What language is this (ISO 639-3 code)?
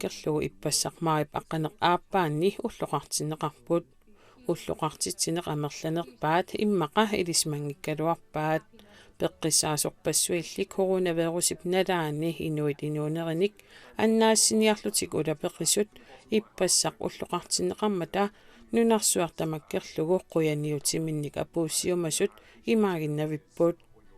kal